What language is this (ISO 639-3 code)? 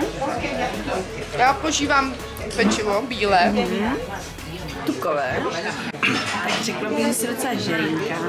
ces